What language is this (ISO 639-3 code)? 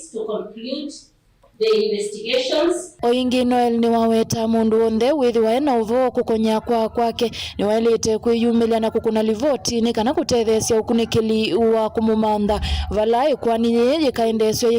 kam